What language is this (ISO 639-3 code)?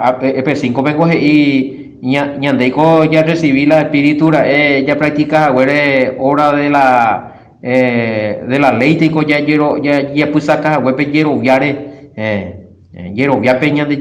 grn